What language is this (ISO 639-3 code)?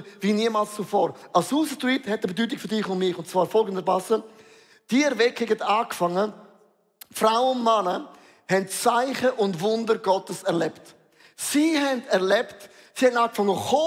gsw